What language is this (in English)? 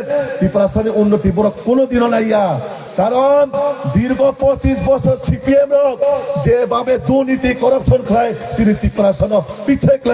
Kok Borok